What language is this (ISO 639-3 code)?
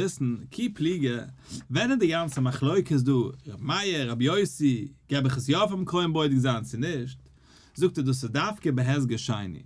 yid